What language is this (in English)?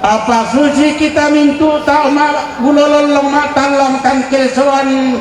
Toraja-Sa'dan